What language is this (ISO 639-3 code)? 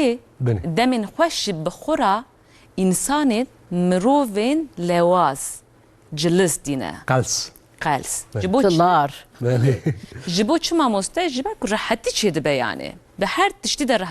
kur